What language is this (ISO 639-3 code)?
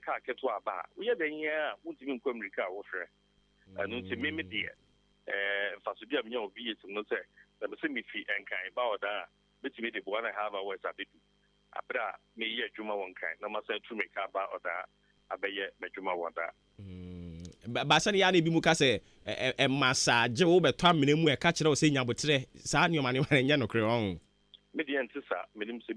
aka